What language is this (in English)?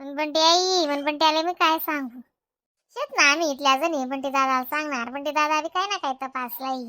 Khandesi